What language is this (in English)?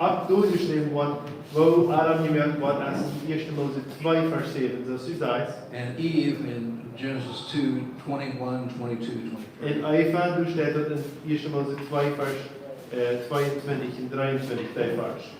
Plautdietsch